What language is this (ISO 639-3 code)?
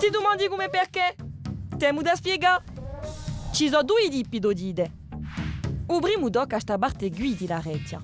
cos